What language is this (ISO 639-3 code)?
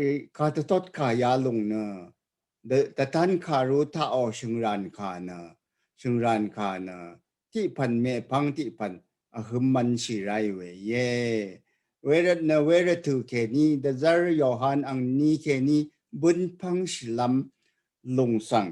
raw